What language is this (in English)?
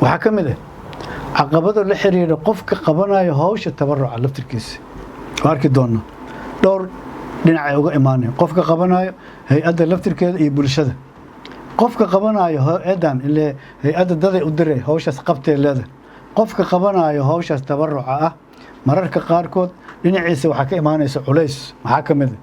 Somali